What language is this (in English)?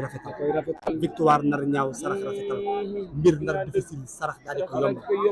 Wolof